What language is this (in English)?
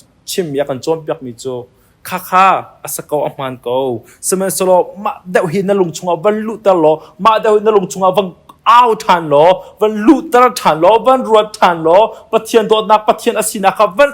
Hakha Chin